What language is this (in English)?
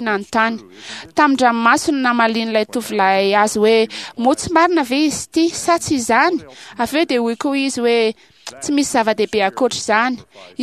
Malagasy